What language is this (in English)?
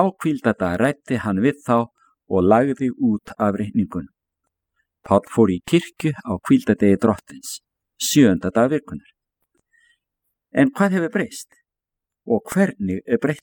Icelandic